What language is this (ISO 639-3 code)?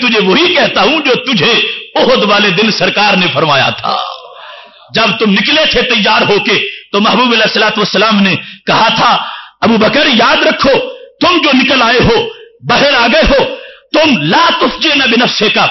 urd